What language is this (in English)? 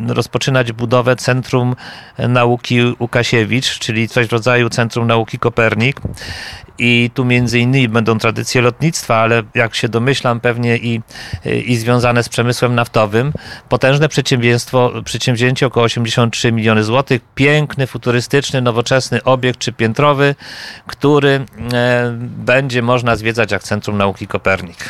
Polish